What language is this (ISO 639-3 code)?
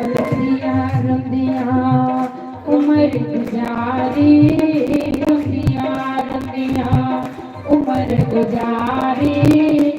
doi